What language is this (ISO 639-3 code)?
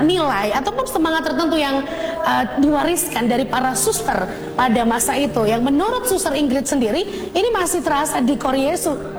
ind